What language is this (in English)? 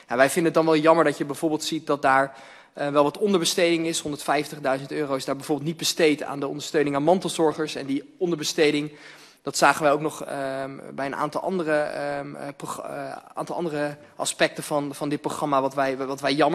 Dutch